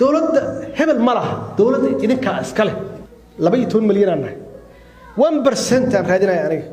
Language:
Somali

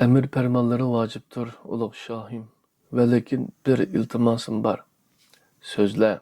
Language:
Uyghur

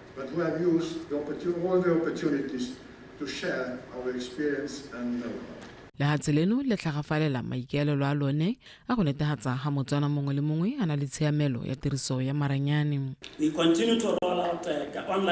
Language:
Tswana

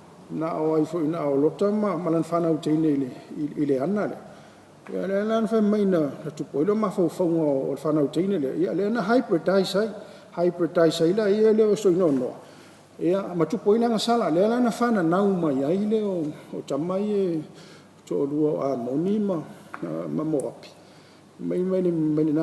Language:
Samoan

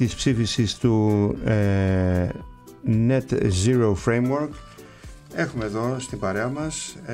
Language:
Greek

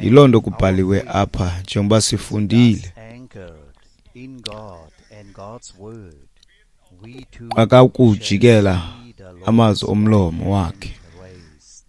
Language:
Xhosa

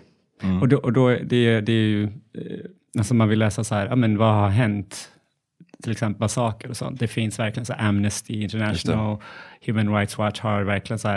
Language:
Swedish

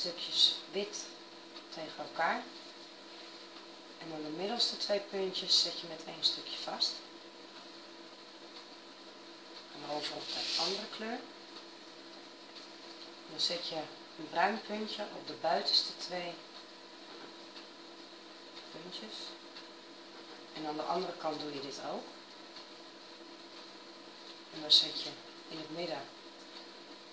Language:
Dutch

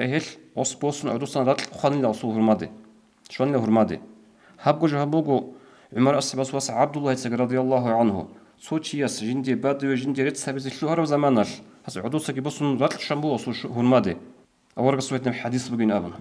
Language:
Avaric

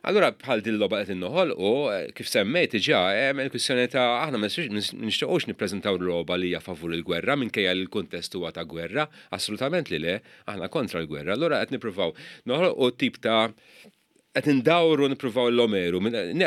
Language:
Maltese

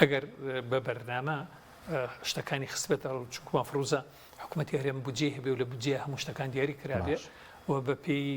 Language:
Central Kurdish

